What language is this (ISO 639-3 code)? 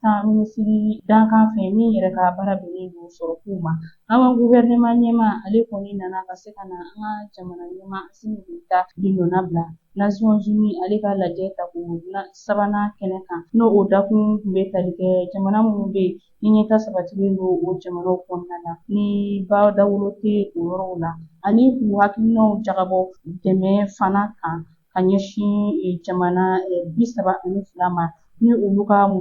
bam